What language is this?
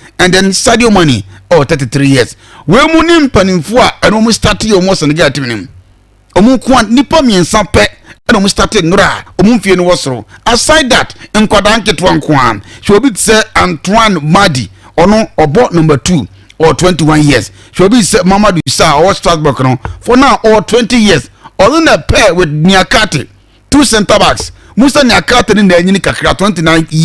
Akan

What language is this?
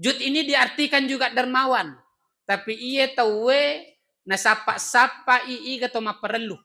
Buginese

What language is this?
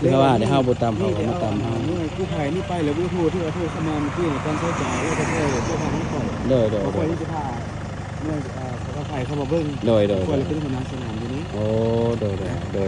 Lao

